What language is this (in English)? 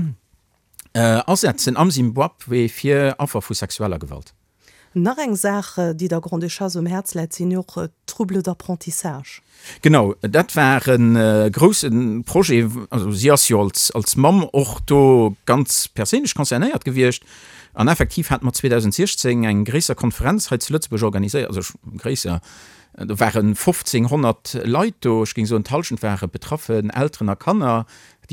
Luxembourgish